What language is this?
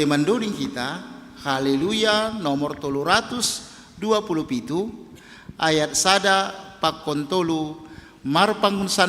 Batak Simalungun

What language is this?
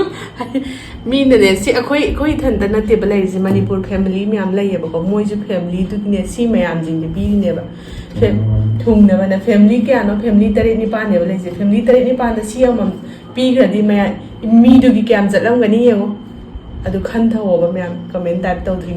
Manipuri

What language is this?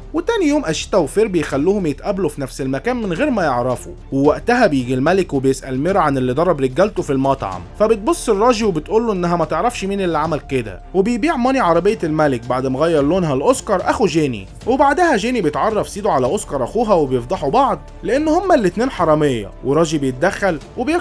Egyptian Arabic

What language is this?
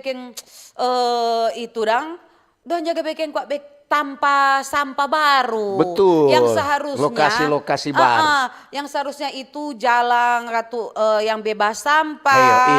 Manado Malay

